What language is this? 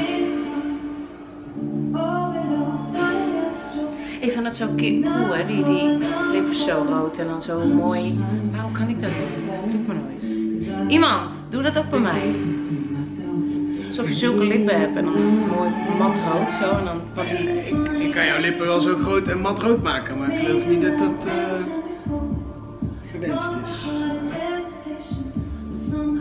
Dutch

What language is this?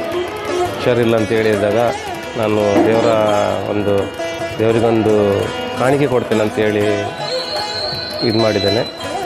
Kannada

